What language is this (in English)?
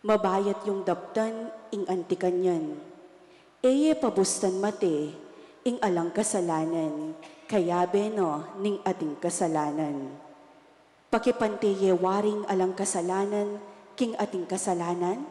Pampanga